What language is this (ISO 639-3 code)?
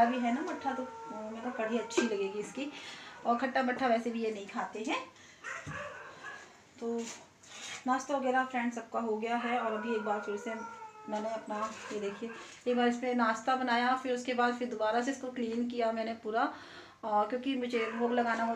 hin